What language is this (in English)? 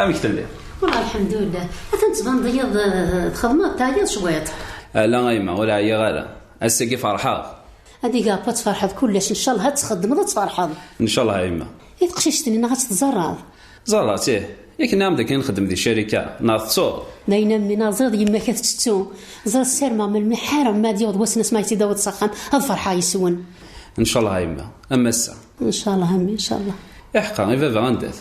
Kabyle